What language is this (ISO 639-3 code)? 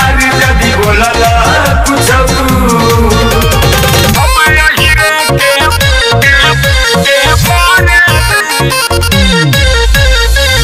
bho